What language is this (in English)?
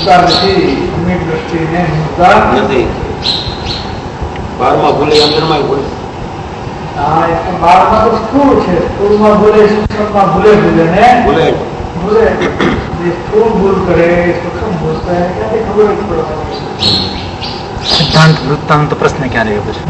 Gujarati